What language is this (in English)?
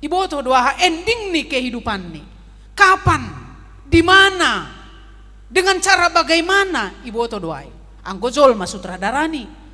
Batak Simalungun